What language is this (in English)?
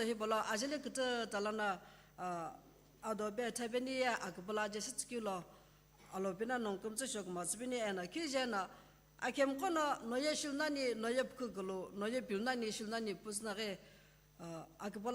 Sumi Naga